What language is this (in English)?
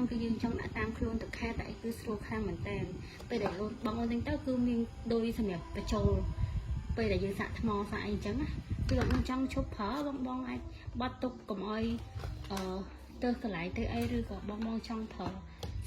Khmer